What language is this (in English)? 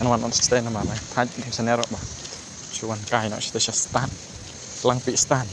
Khasi